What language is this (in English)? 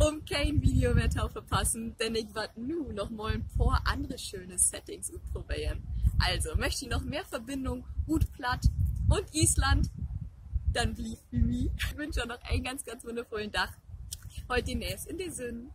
Low German